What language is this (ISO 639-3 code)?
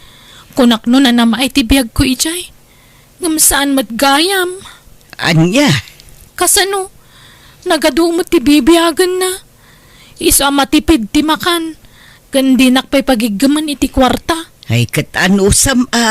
ilo